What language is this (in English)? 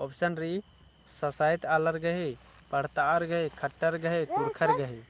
Kurukh